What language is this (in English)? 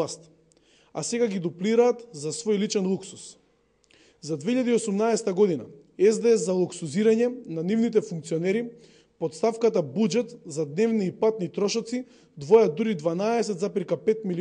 Macedonian